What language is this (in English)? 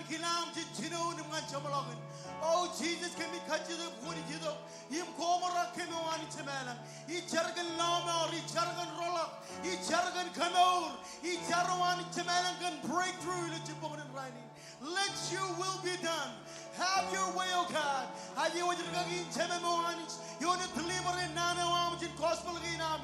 Marshallese